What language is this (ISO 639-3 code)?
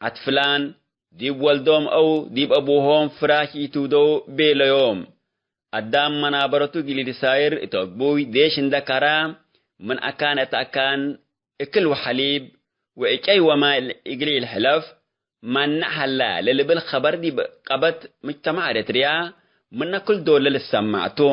tig